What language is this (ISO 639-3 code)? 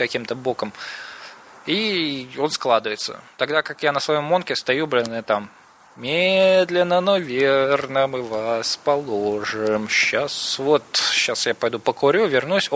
rus